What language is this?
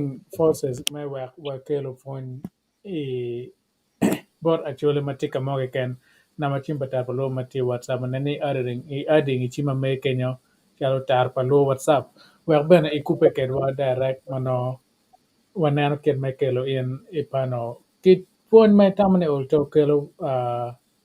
Acoli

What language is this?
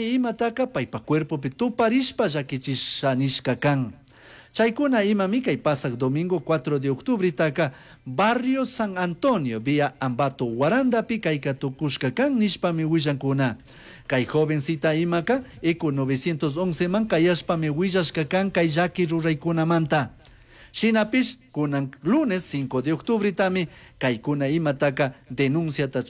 Chimborazo Highland Quichua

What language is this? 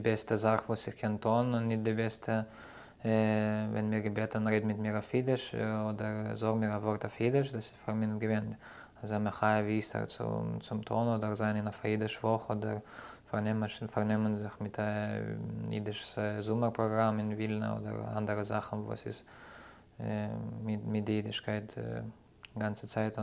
Yiddish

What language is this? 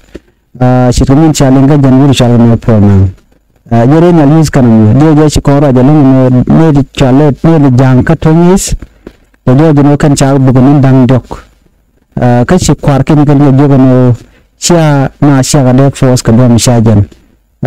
Nuer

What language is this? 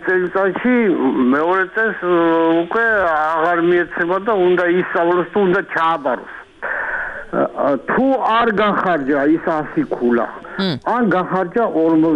Georgian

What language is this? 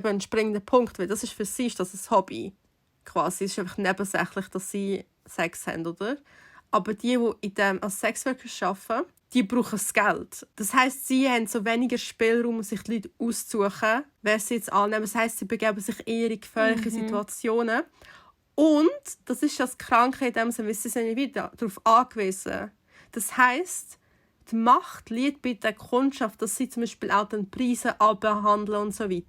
Swiss German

